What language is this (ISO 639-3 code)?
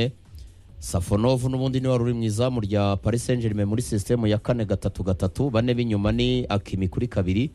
kin